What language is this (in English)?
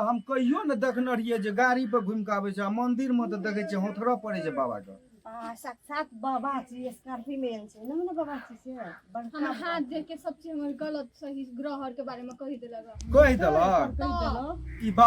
Maithili